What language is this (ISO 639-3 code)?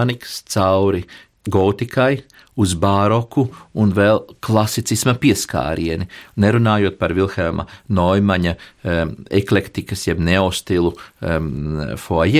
lav